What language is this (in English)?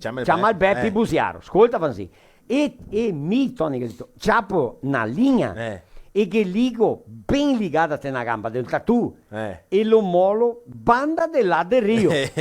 Venetian